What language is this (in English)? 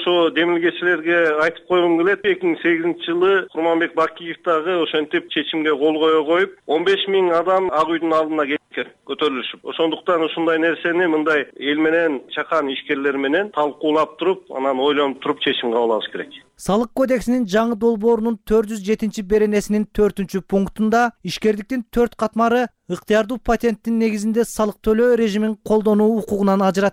Kyrgyz